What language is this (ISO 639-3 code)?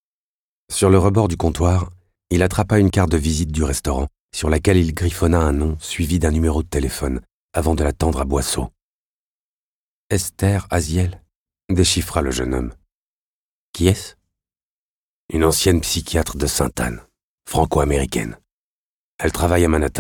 fra